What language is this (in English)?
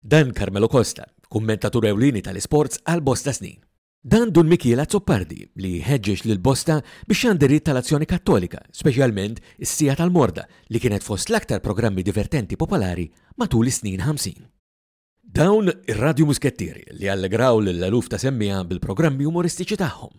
Maltese